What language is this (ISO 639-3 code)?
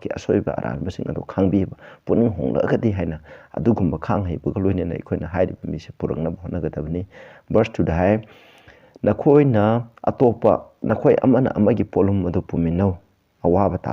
mni